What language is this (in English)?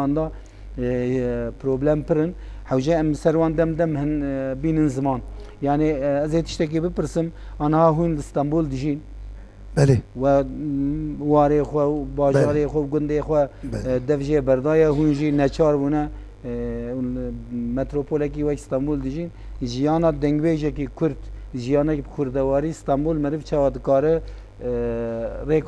Kurdish